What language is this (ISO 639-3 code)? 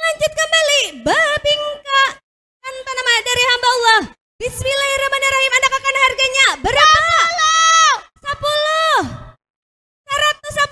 bjn